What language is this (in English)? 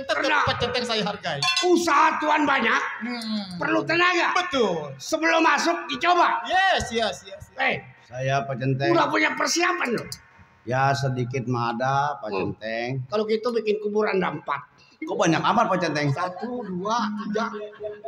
Betawi